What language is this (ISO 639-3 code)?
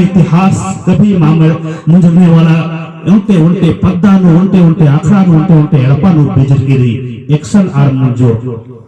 kru